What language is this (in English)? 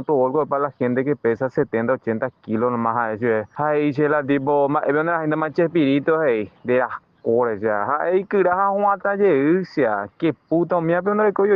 Guarani